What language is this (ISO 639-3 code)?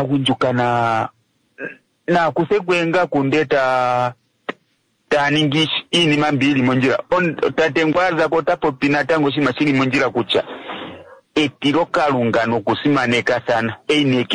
kua